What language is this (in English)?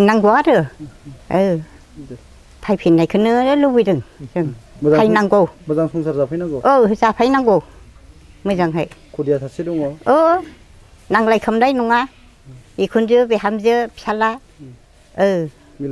Bodo